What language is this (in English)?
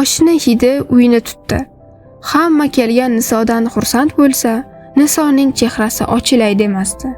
Uzbek